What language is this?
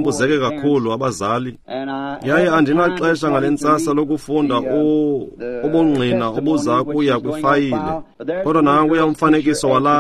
Xhosa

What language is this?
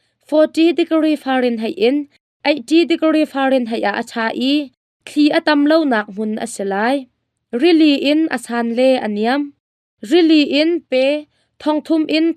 Hakha Chin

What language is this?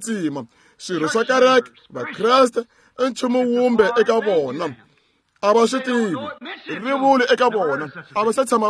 Tsonga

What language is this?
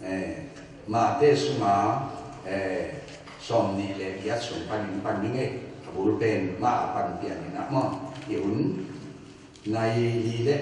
Tedim Chin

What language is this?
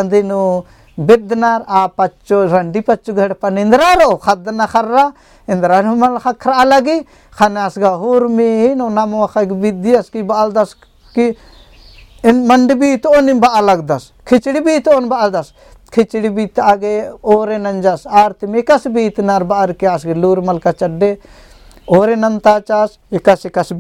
Kurukh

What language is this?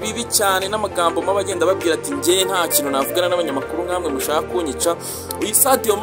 Kinyarwanda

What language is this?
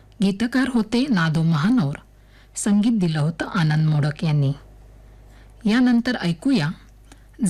Marathi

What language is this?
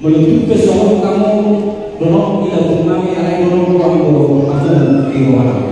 Batak Toba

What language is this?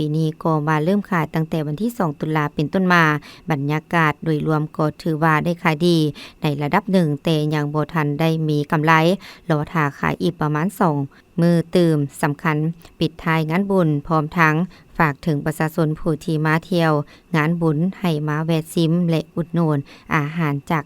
Lao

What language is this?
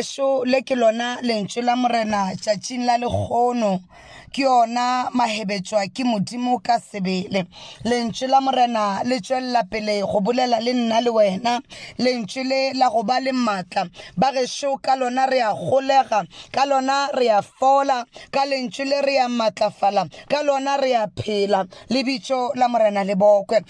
Northern Sotho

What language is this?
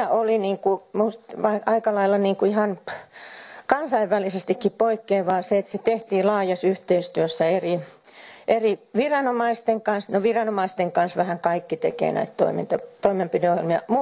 Finnish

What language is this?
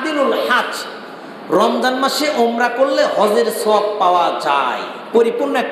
Bangla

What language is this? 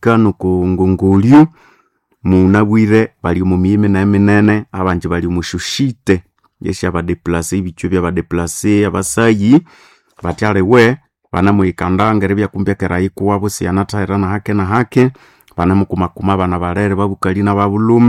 Nande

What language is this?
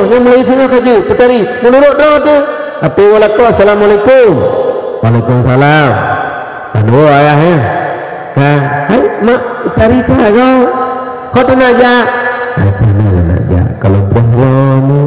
Achinese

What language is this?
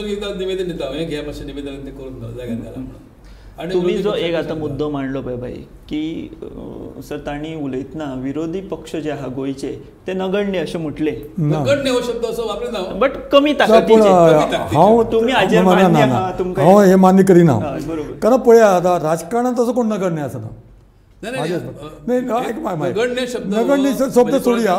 Konkani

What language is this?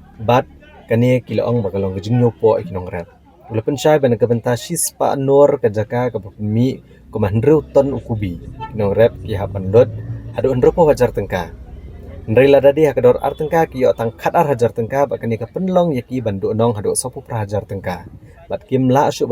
Khasi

